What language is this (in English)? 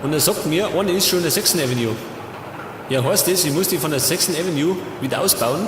Bavarian